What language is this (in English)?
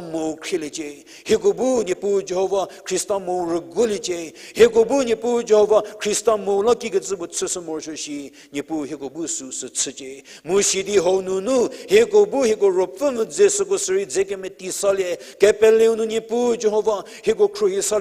Angami Naga